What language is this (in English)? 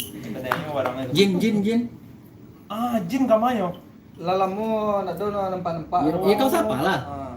Minangkabau